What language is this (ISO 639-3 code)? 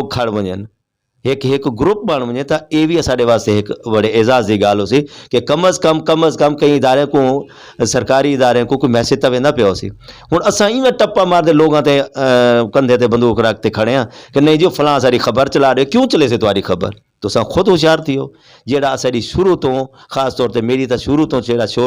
skr